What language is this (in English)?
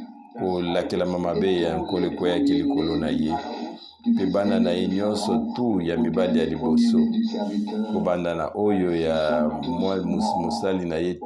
Lingala